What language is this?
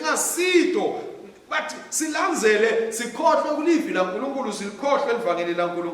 Swati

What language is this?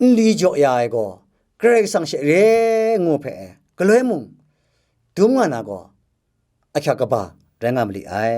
Kachin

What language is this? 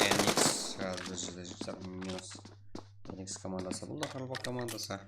Kara-Kalpak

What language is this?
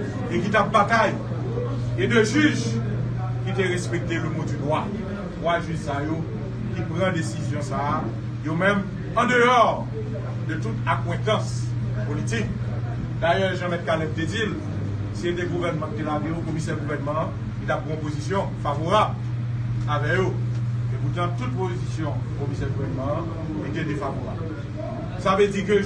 Haitian Creole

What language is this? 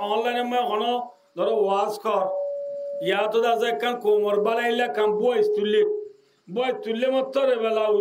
Rohingya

